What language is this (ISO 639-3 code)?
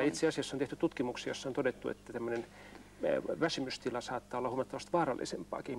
fin